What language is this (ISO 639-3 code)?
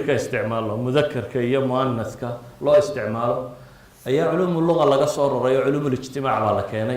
som